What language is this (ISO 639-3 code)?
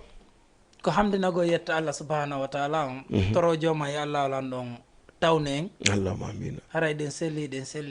ful